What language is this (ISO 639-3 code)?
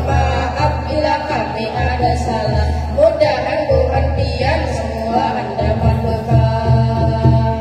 bjn